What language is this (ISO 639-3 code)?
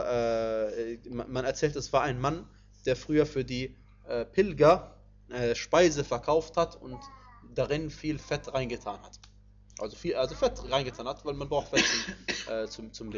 deu